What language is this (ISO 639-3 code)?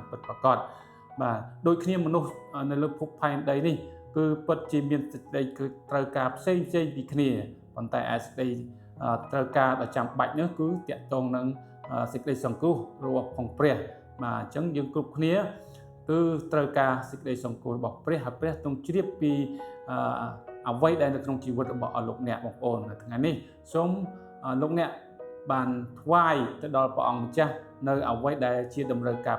khm